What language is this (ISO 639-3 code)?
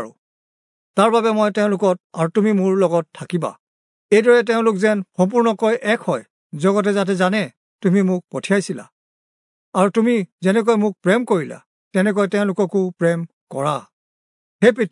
asm